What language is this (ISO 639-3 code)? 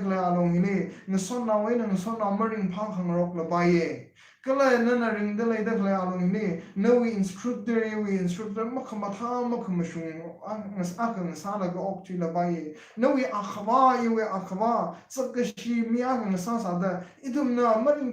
nmf